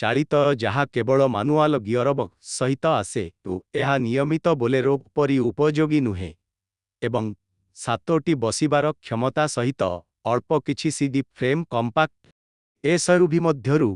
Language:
Odia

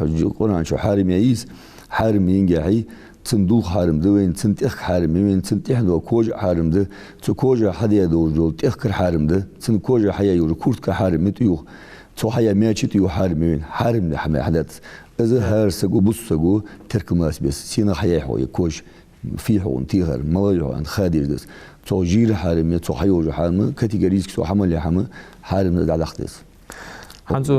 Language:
Ingush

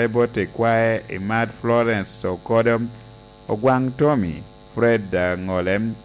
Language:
Lango (Uganda)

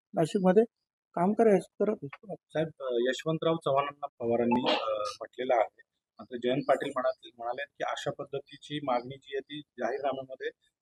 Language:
Marathi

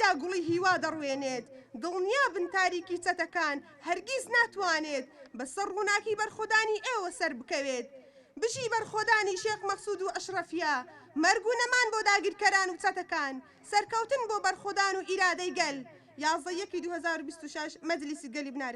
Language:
Central Kurdish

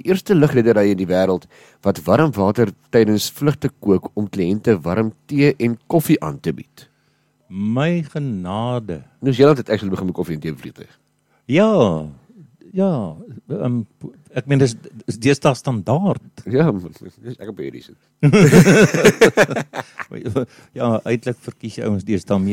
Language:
Afrikaans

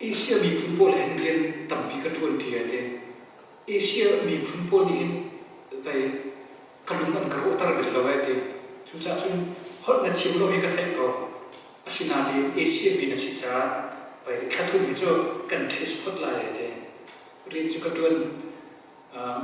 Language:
Hakha Chin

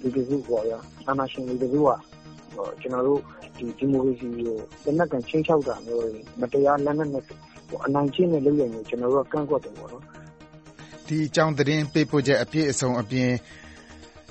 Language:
Burmese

